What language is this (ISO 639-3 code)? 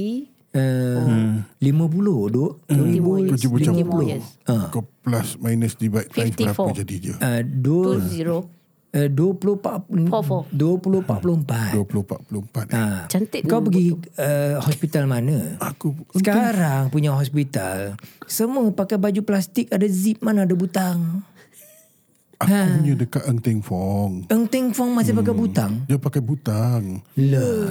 msa